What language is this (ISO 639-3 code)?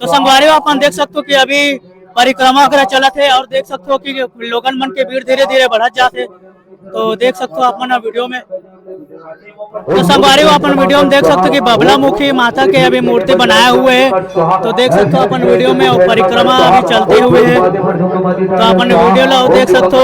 hne